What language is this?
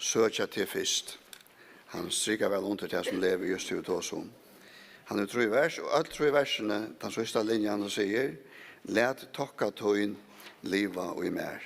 Faroese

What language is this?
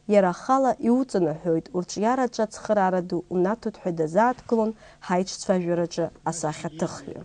Abkhazian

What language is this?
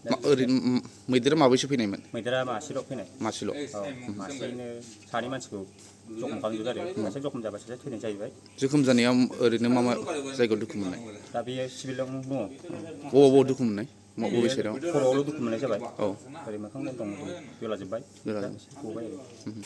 Bodo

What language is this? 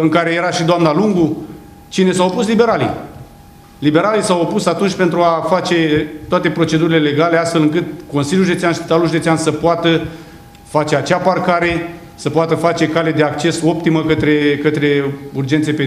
Romanian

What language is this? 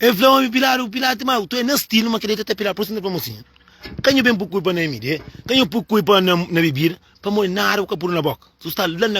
Kabuverdianu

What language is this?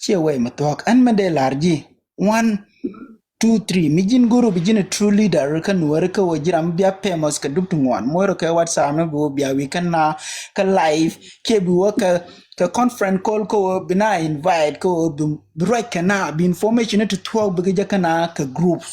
Nuer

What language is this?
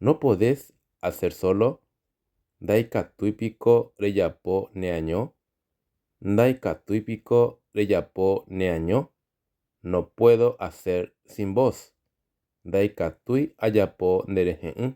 Guarani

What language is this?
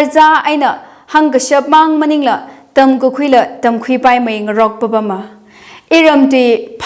Tangkhul Naga (India)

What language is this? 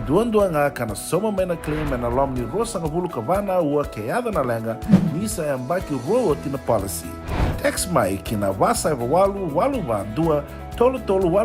Fijian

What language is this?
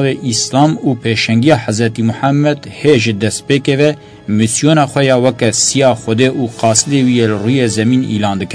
Kurdish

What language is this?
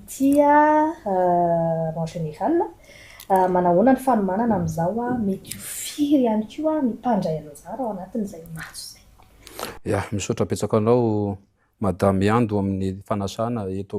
Malagasy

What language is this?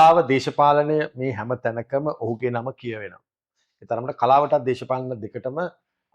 Sinhala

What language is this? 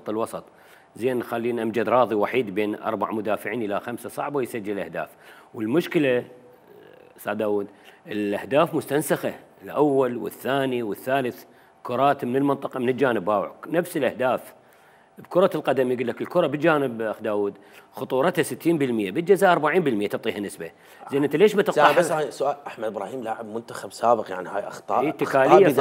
Mesopotamian Arabic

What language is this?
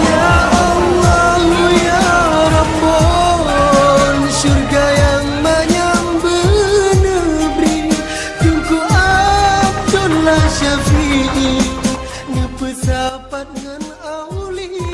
Achinese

